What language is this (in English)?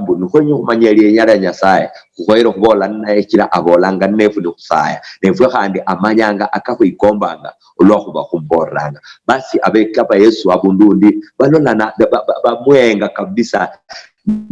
Luyia